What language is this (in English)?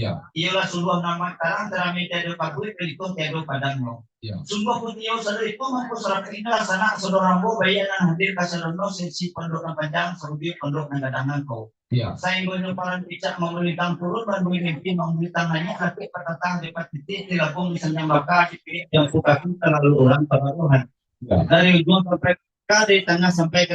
Minangkabau